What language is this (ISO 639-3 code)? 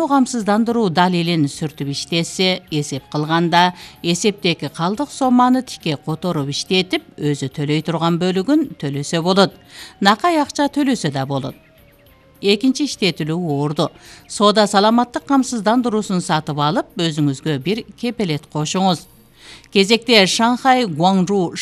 kir